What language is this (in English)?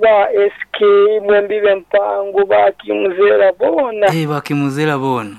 Nyankole